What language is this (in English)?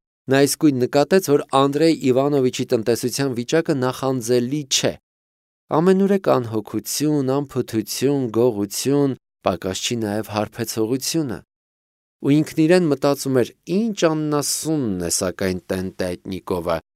Armenian